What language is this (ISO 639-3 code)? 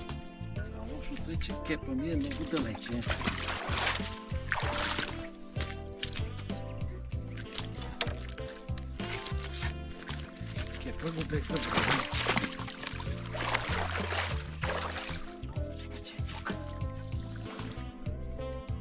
bul